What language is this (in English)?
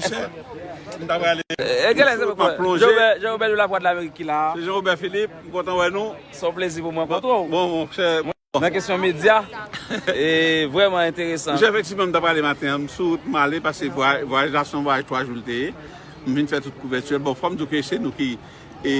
Haitian Creole